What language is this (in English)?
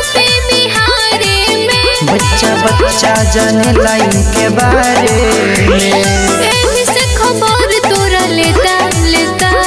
Bhojpuri